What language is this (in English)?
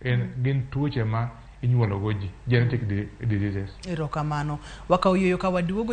Luo (Kenya and Tanzania)